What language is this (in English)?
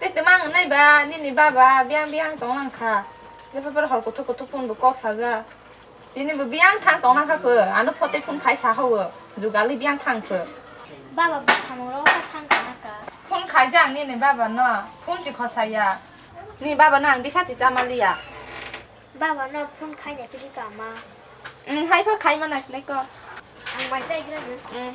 Kok Borok